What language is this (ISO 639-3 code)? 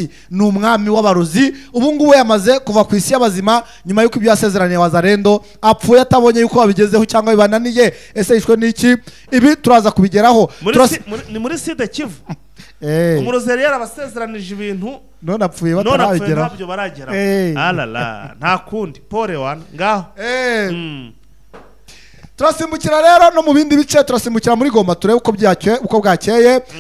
kin